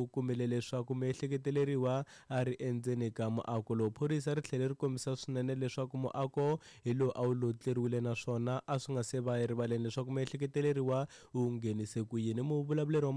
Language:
Tsonga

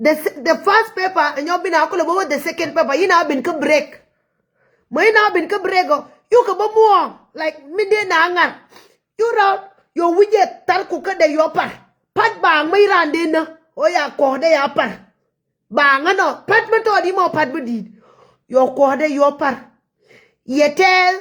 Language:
Nuer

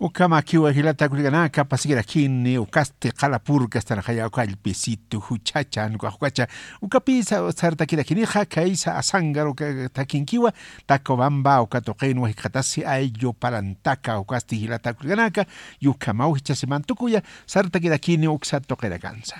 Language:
Aymara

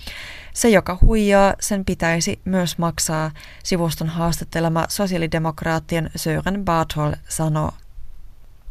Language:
Finnish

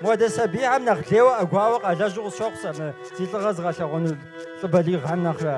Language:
Kabardian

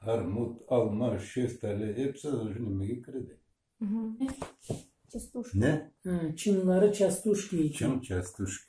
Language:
Crimean Tatar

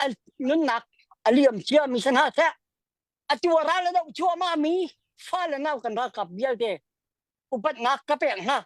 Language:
Hakha Chin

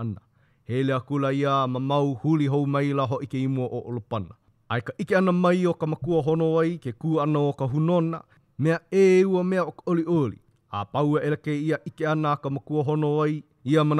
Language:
Hawaiian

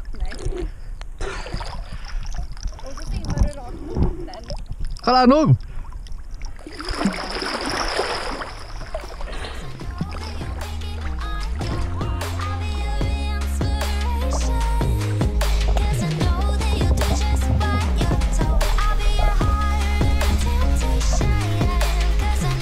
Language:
Swedish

